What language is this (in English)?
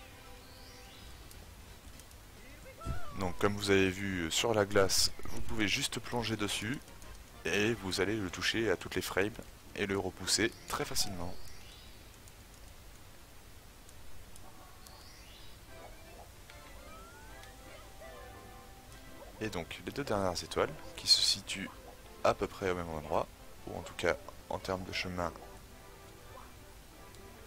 French